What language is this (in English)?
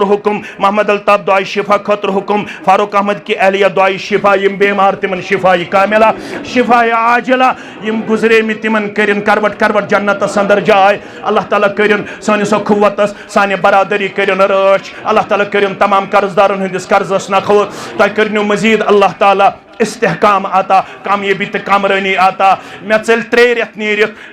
Kashmiri